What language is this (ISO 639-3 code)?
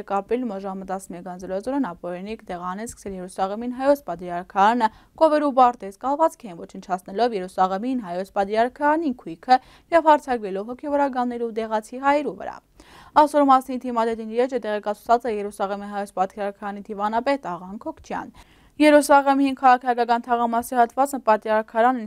hye